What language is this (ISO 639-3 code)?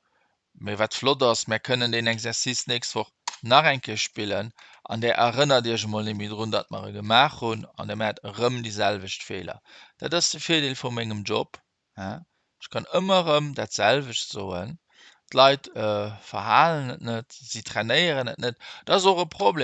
ltz